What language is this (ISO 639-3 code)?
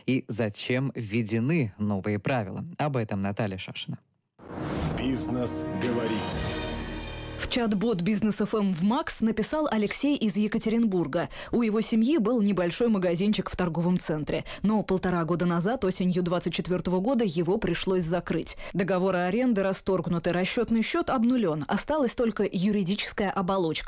rus